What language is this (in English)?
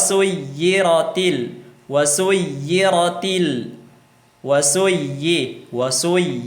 Tausug